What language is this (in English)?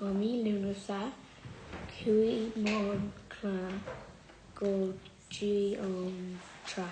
Irish